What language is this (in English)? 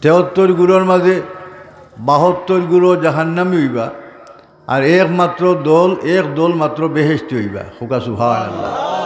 Sylheti